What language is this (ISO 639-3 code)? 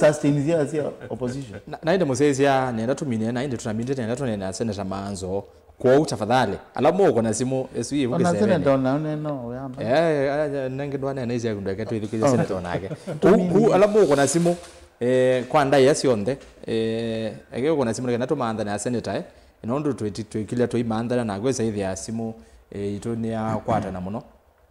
kam